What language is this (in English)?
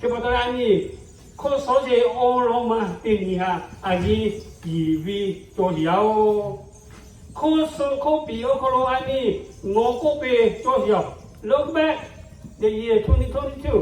Lahu